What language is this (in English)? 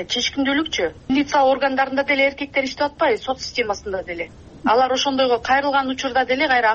Kyrgyz